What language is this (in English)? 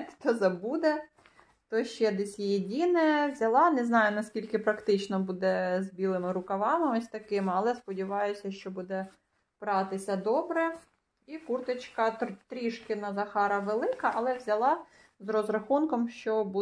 Ukrainian